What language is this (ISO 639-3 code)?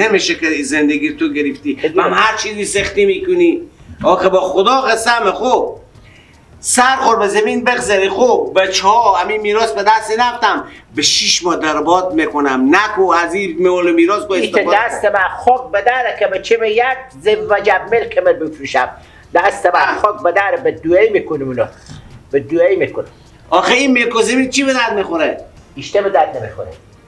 fas